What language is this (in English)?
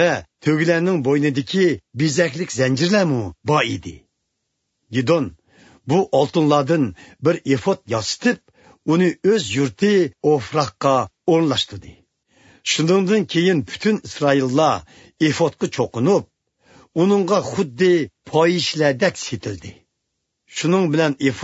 Uyghur